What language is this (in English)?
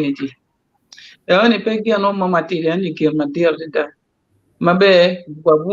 Acoli